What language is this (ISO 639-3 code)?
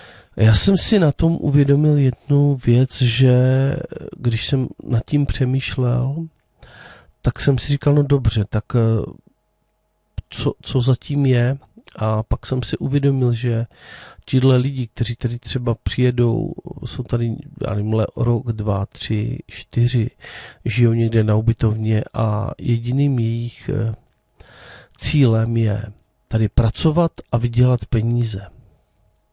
ces